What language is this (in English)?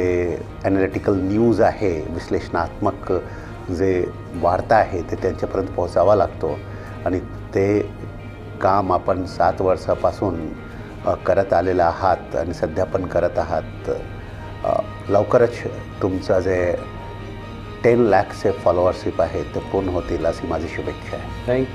Marathi